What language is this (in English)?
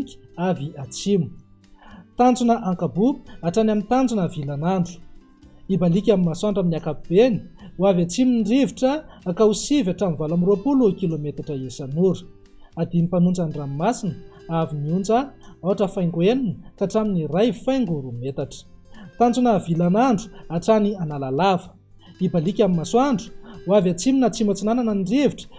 Malagasy